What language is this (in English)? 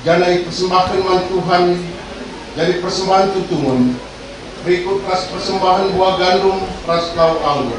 Batak Karo